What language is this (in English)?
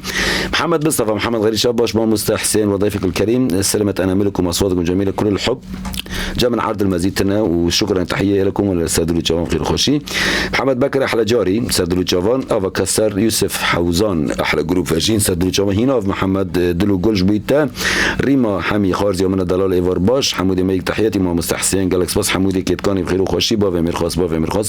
Kurdish